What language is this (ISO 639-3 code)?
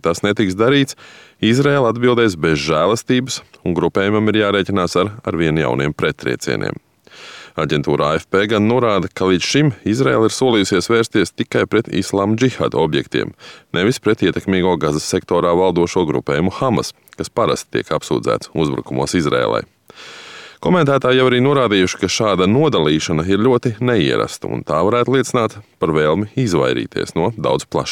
lav